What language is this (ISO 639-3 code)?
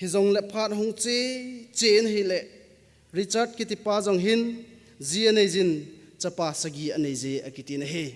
tcz